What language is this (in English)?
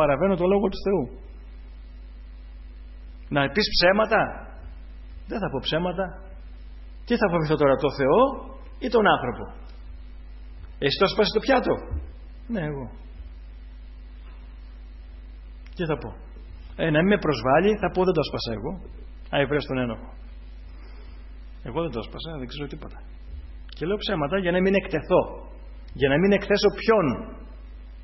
Greek